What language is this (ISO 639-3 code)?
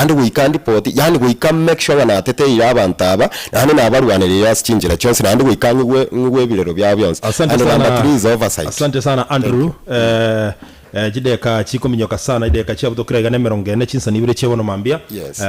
guz